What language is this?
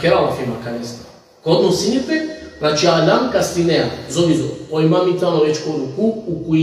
Balkan Romani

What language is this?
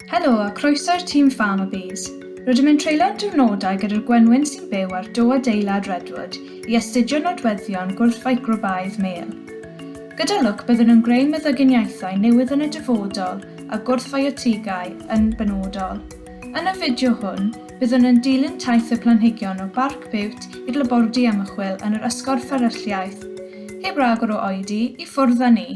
Welsh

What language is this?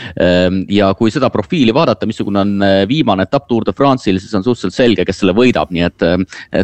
Estonian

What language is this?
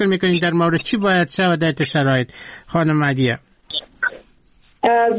Persian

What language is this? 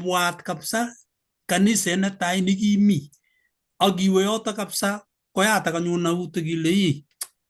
Kalenjin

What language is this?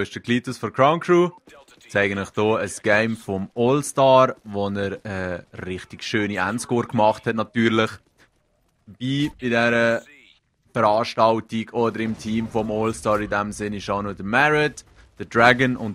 Swiss German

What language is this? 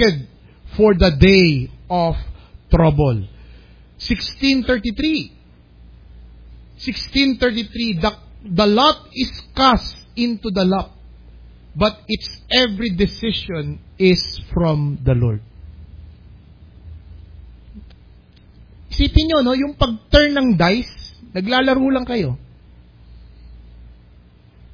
Filipino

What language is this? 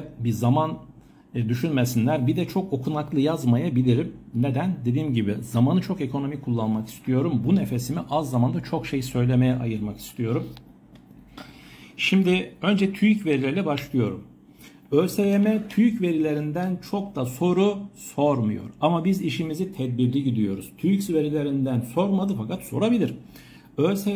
Turkish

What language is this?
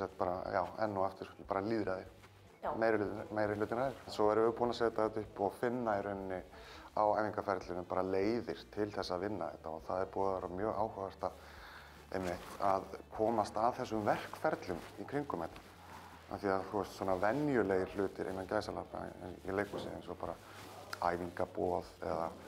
Icelandic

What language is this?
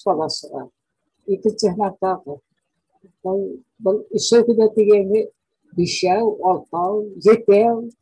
Bashkir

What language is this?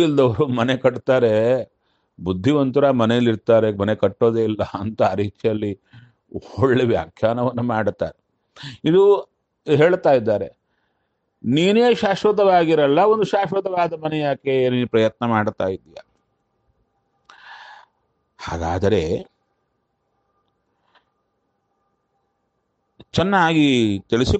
Kannada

